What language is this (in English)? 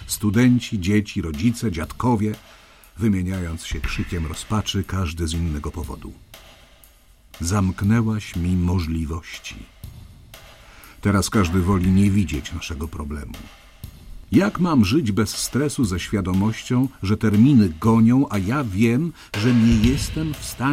Polish